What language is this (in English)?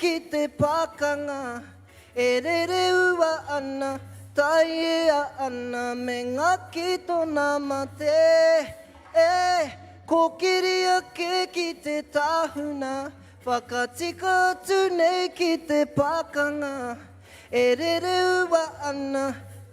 Māori